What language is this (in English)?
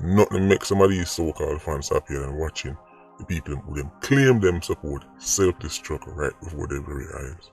Jamaican Creole English